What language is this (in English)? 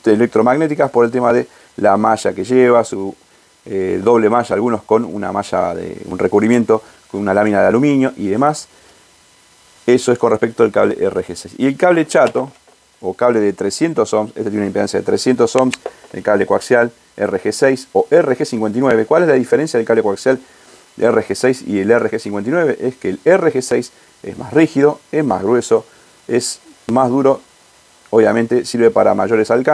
Spanish